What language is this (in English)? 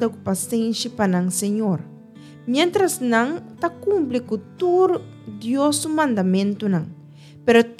Papiamento